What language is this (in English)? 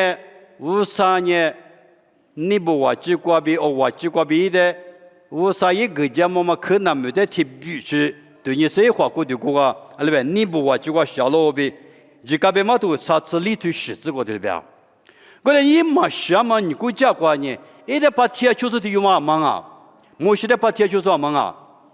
Lisu